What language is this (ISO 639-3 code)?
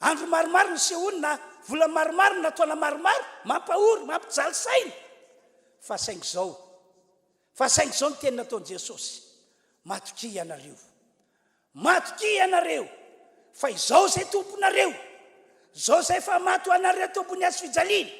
mlg